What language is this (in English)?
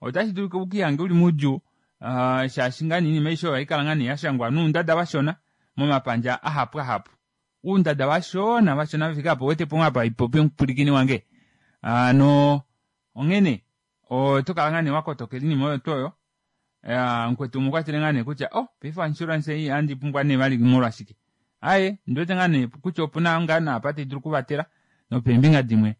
Kuanyama